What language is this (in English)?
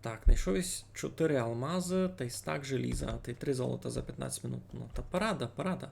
Rusyn